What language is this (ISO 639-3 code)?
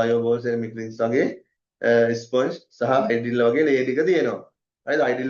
sin